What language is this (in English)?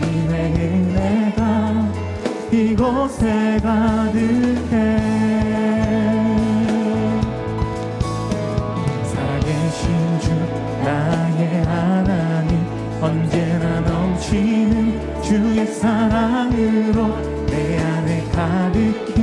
Korean